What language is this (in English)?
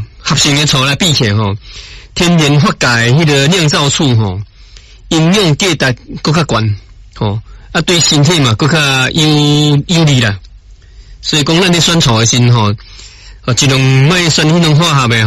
Min Nan Chinese